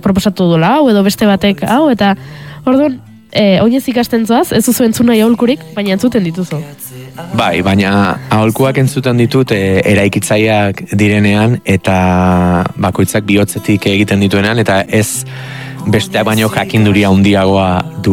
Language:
Basque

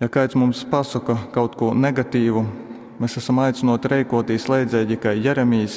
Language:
Latgalian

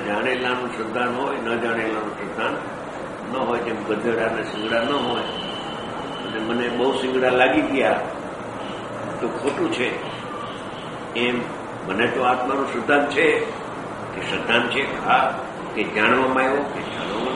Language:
Gujarati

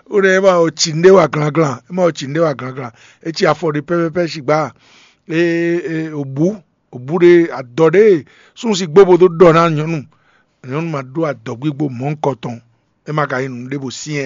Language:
Fon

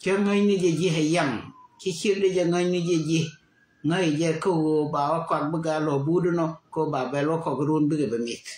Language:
Nuer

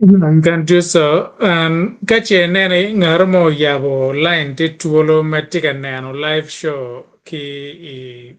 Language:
Acoli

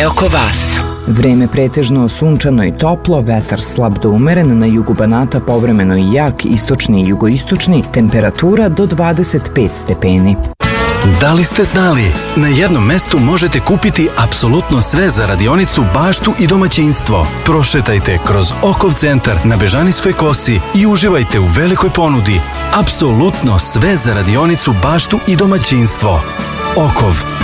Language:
Serbian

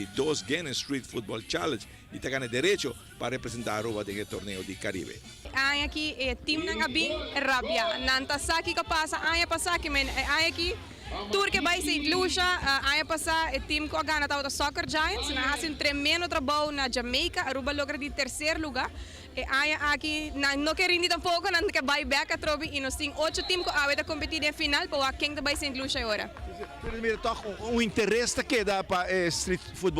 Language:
Papiamento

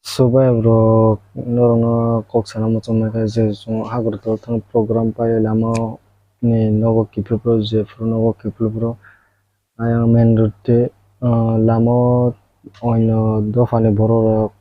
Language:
Kok Borok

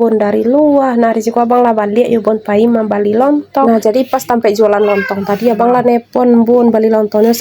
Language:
Minangkabau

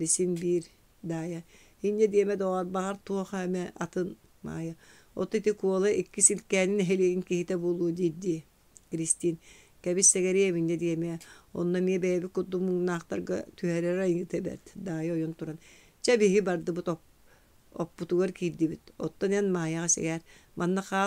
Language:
Yakut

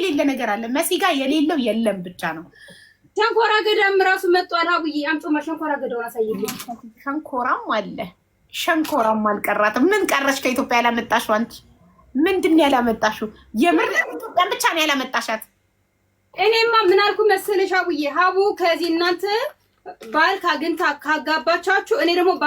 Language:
Amharic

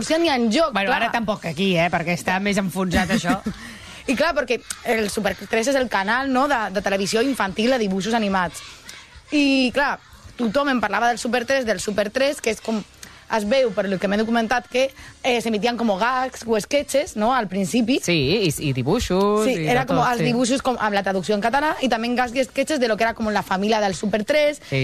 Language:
Catalan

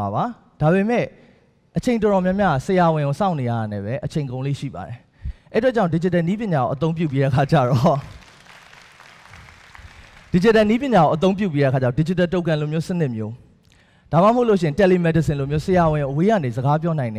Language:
Burmese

